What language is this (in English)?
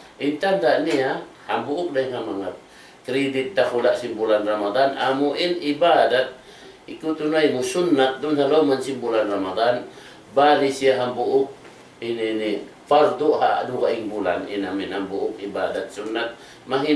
Tausug